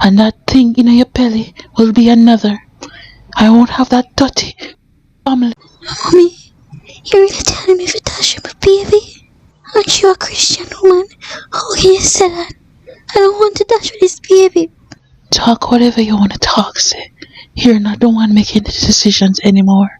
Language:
Jamaican Creole English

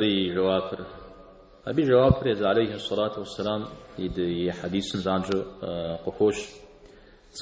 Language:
Kabardian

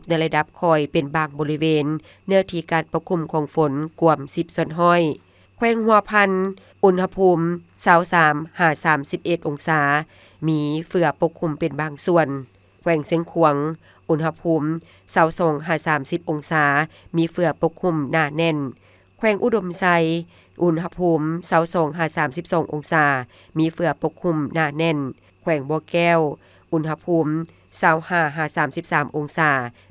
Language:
Lao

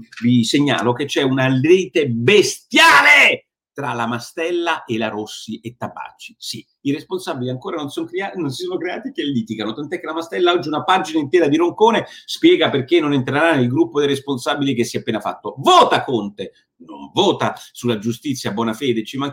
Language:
Italian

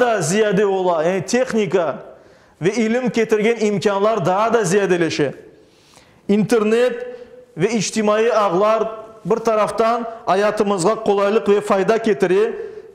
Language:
Crimean Tatar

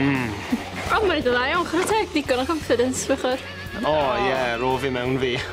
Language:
Welsh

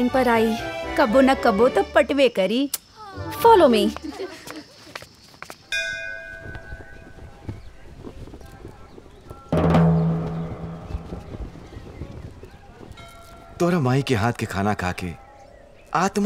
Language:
Bhojpuri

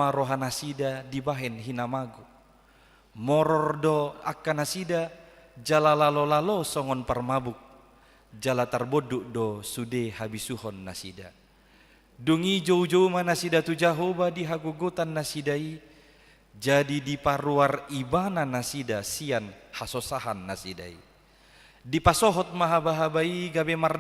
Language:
Batak Toba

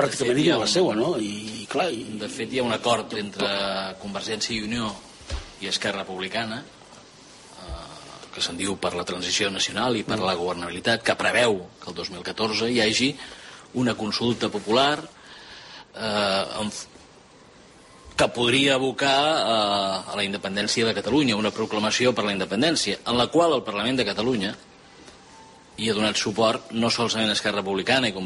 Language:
Catalan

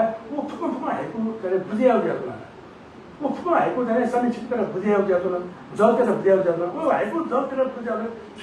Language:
Newari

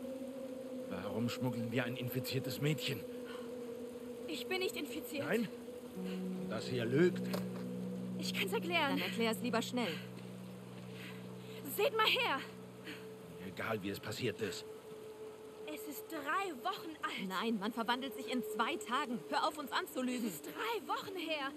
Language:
German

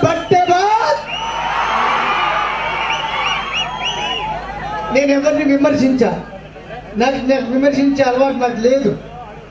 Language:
Telugu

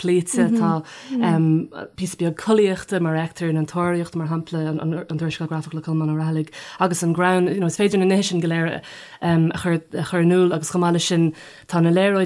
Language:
Irish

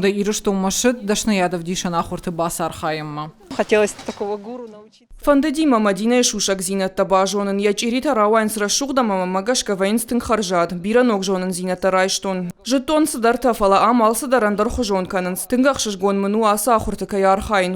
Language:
Ossetic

